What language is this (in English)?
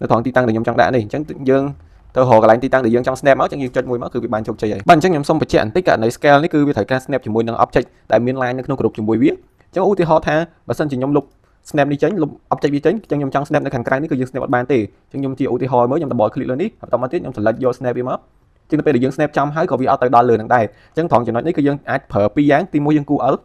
Khmer